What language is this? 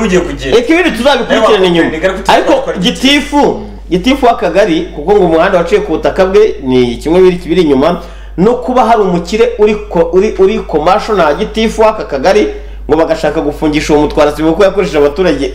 Kinyarwanda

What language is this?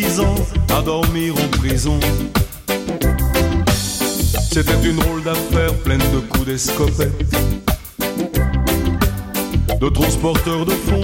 French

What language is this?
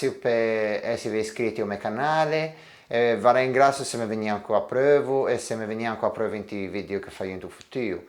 Ligurian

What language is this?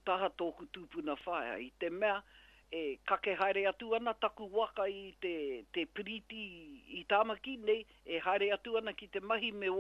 Māori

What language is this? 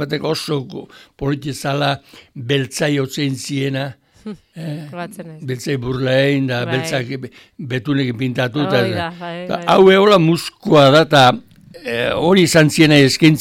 Basque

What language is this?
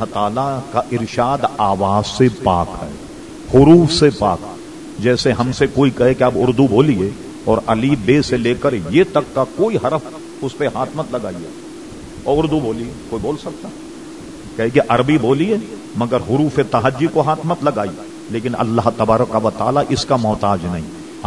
Urdu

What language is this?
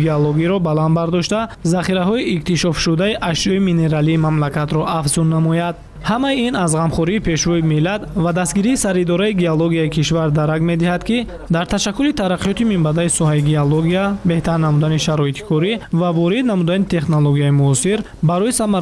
Tajik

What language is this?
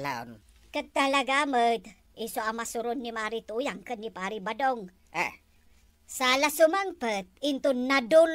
Iloko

